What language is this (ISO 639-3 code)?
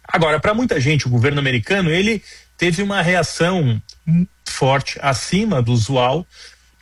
por